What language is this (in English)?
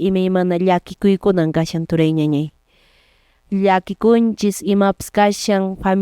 Quechua